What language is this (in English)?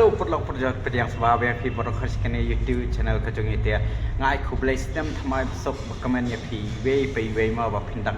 Khasi